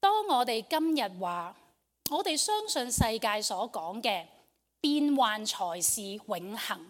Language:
Cantonese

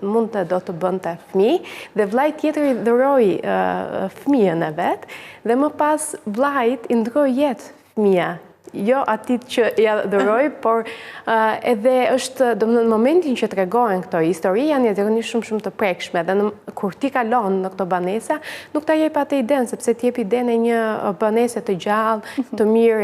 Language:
Albanian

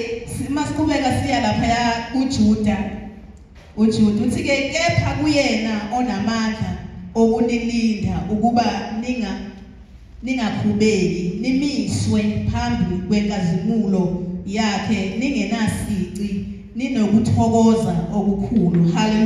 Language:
Zulu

